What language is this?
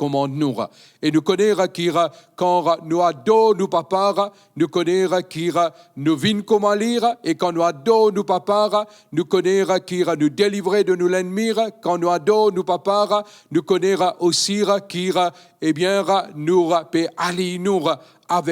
Morisyen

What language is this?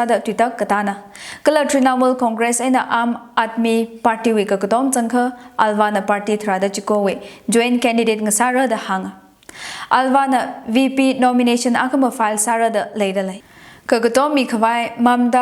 Tangkhul Naga (India)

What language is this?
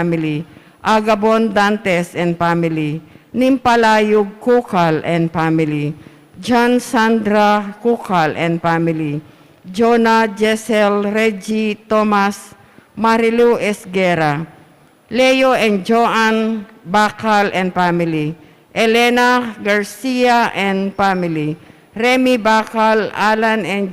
Pampanga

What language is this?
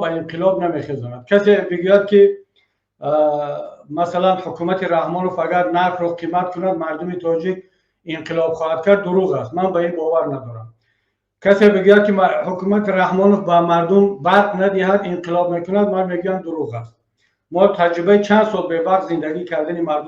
Tajik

